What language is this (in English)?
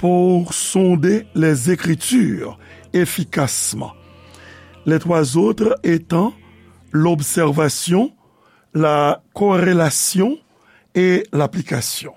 Haitian Creole